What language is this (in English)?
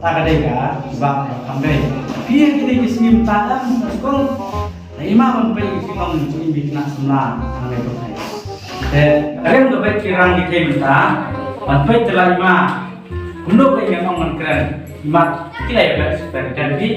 Khasi